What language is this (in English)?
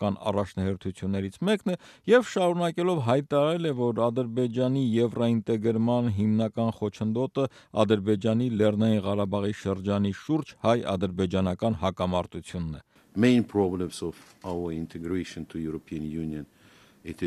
Armenian